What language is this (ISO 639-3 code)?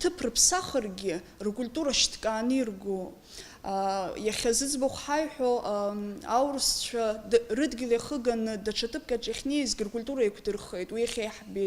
abk